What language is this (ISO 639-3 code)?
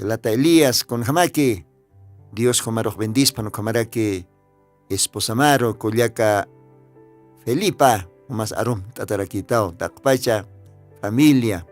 aym